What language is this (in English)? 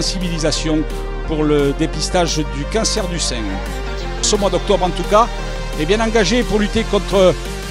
French